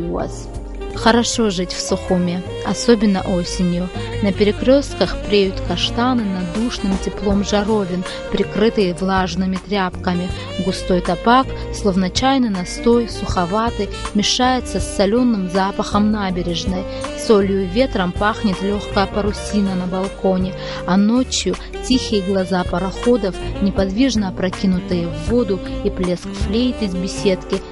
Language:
Abkhazian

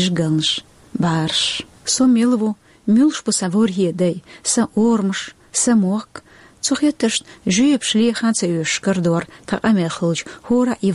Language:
Chechen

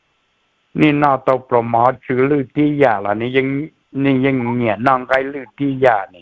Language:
Hmong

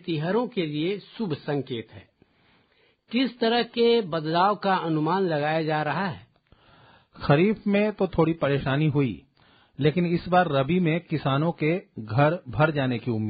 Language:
Hindi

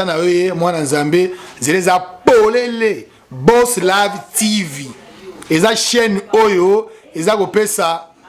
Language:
Lingala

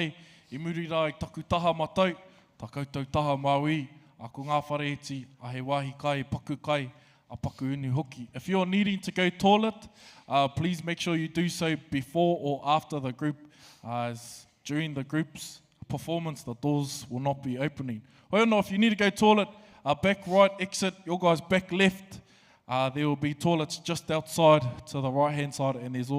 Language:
Māori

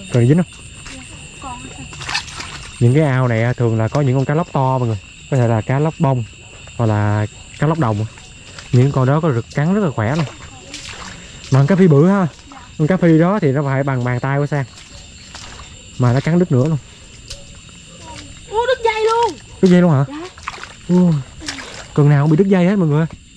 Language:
Vietnamese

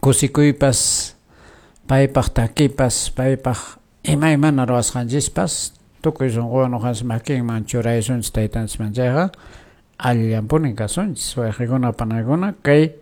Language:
Quechua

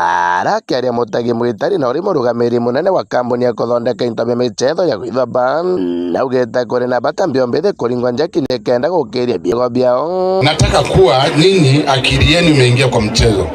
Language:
Meru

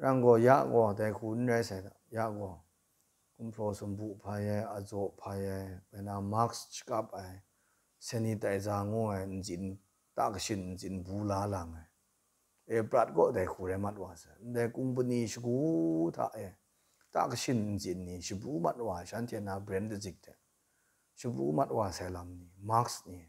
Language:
Kachin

